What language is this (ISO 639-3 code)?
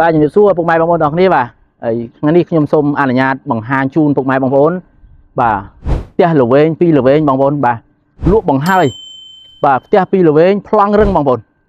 khm